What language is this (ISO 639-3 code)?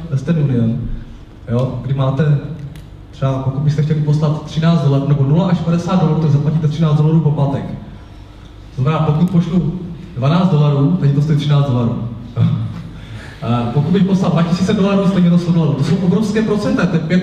ces